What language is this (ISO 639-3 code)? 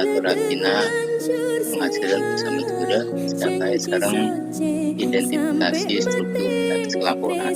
mad